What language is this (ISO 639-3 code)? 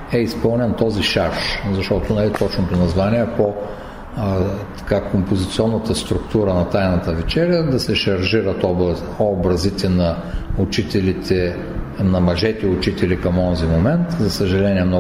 bul